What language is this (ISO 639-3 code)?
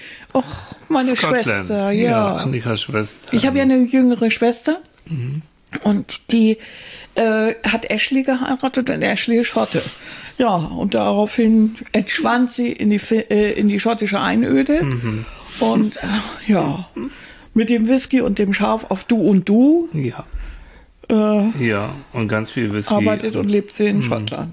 deu